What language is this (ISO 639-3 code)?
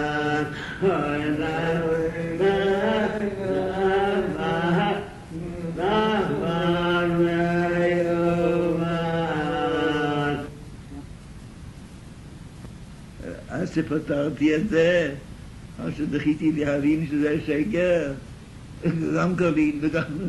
heb